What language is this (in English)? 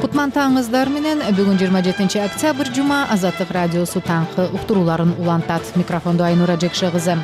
Kyrgyz